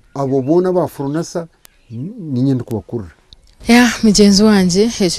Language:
Nyankole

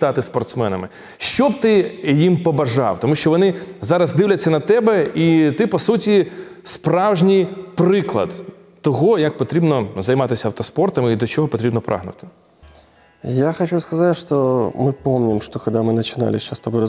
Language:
Ukrainian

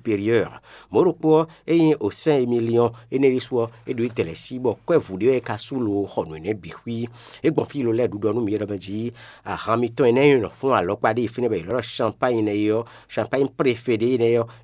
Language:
Fon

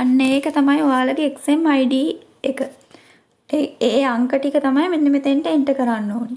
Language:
Sinhala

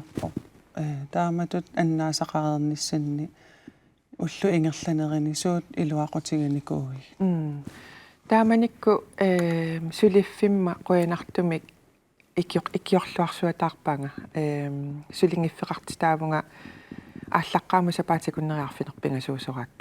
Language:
Kalaallisut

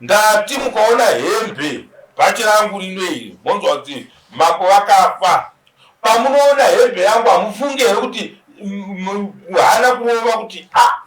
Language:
Shona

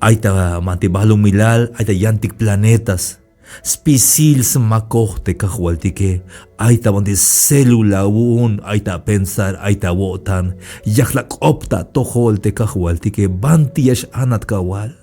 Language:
Tzeltal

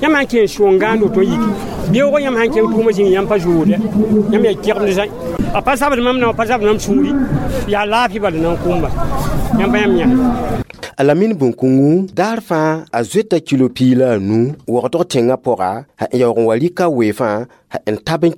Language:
Mossi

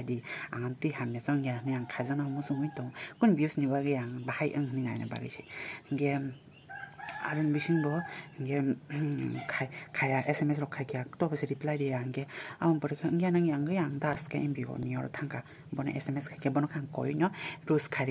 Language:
Kok Borok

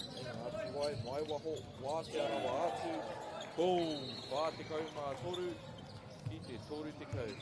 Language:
Māori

